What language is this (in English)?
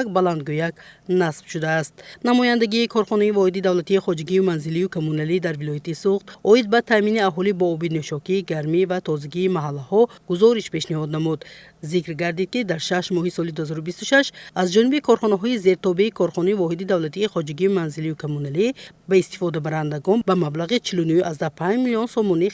Tajik